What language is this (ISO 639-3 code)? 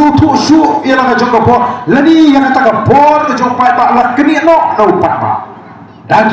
kha